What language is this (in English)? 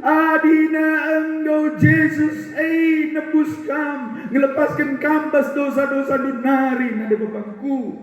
Batak Karo